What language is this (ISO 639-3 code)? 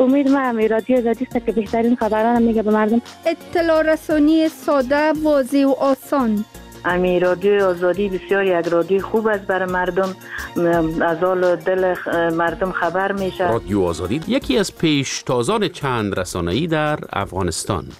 fas